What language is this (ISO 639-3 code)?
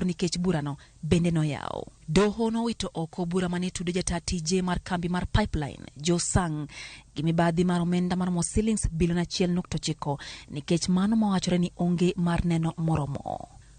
luo